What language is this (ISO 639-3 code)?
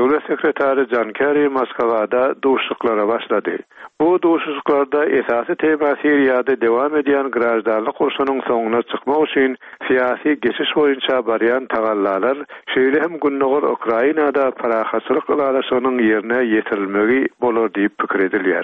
tuk